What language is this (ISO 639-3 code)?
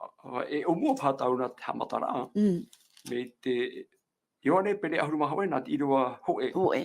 tah